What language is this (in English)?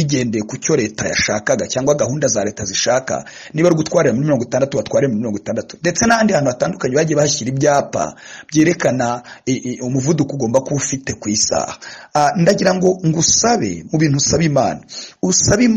Kinyarwanda